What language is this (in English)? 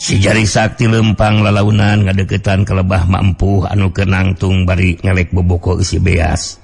Sundanese